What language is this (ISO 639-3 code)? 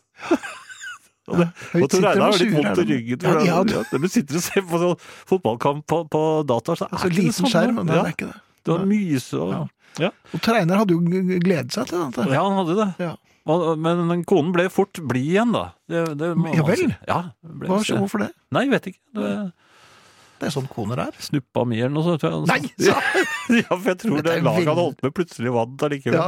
nor